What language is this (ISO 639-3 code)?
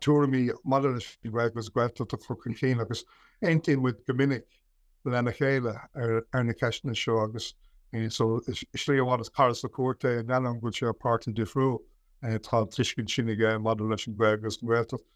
gle